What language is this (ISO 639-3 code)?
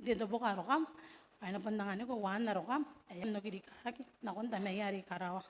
gil